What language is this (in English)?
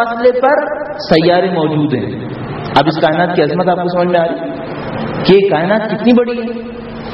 Urdu